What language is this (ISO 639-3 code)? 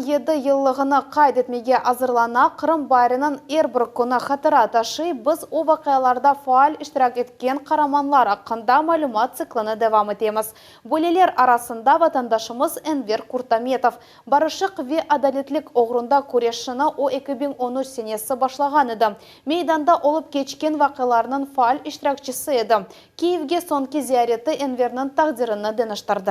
crh